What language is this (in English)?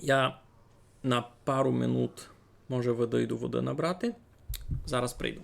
Rusyn